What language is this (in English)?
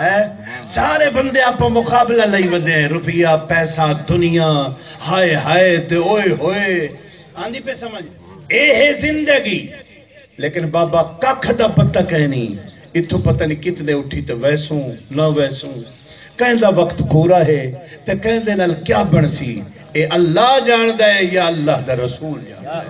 Saraiki